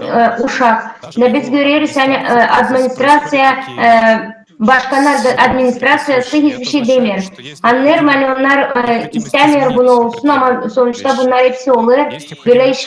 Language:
Gagauz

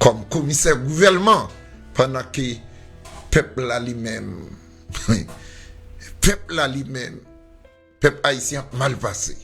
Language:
Haitian Creole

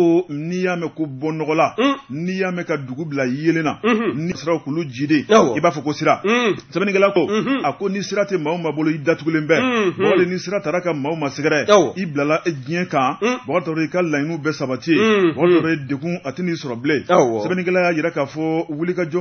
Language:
Bambara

